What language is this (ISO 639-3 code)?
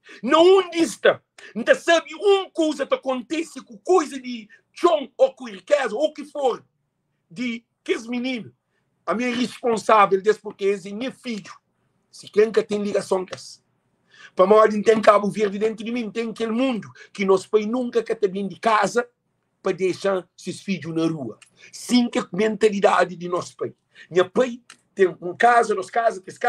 kea